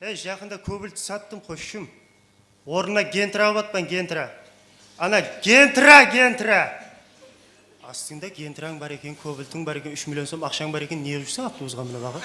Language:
Kara-Kalpak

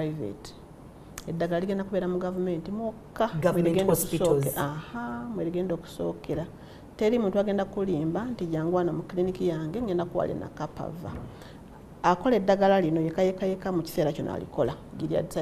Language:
Ganda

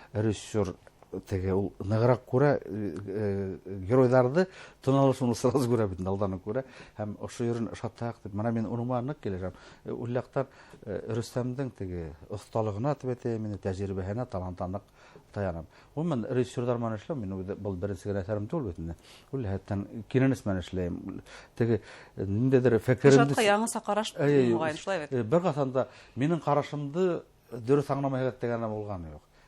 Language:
Bashkir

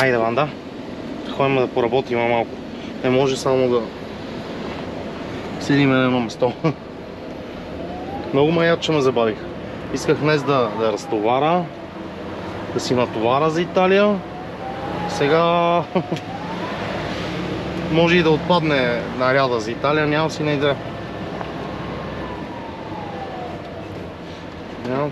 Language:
Bulgarian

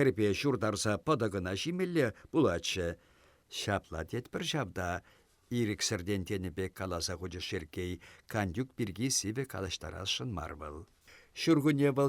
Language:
Chuvash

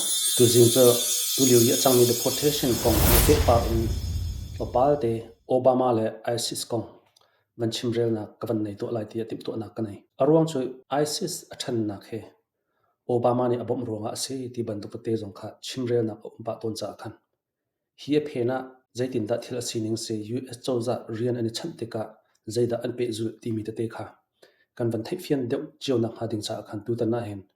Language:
Hakha Chin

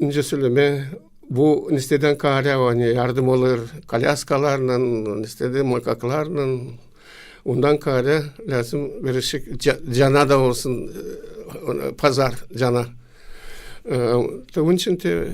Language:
Gagauz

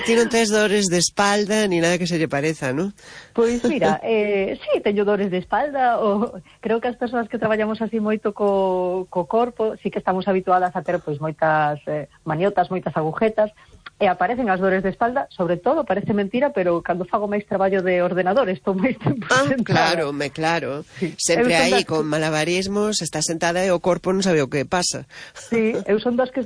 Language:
Galician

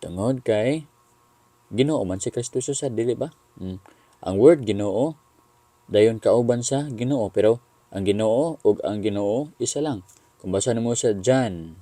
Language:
Cebuano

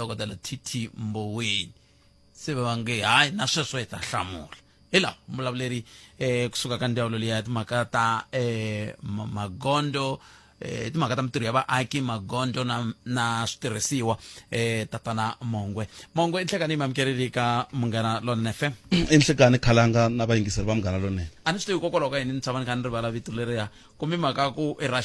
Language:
Tsonga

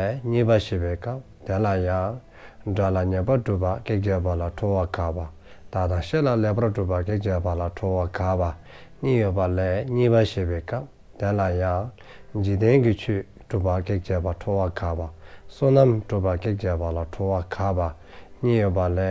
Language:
Dzongkha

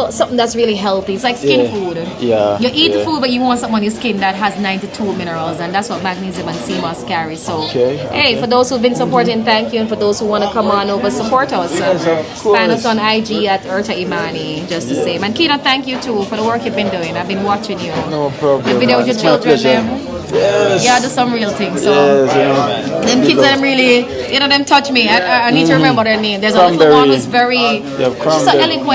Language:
Jamaican Creole English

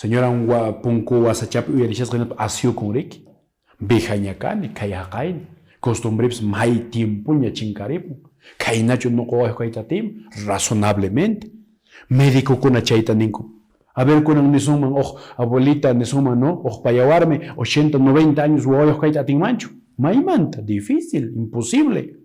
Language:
Quechua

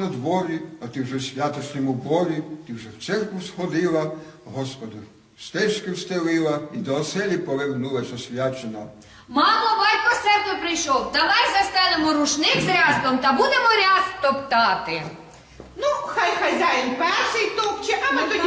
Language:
Ukrainian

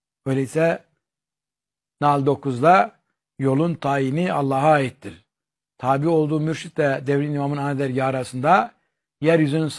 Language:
Turkish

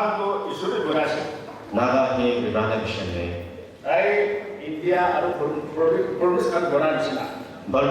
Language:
Tangkhul Naga (India)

